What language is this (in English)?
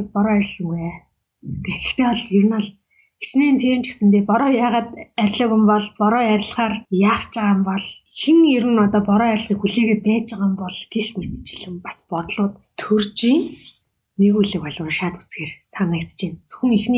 Mongolian